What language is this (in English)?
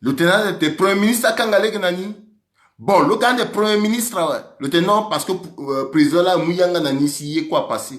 Sango